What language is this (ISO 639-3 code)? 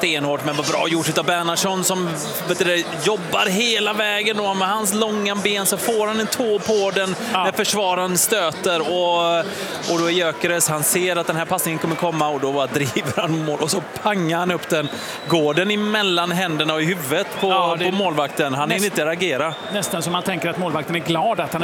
swe